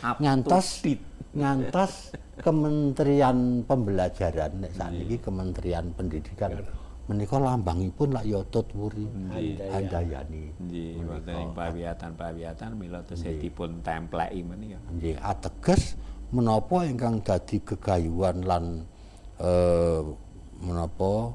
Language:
Javanese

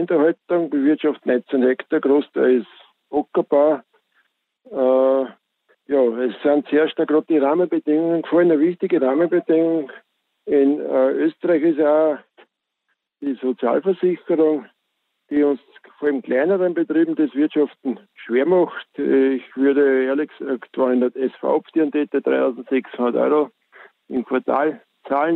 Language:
German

